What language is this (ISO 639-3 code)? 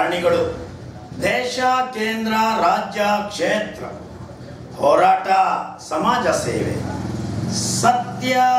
kan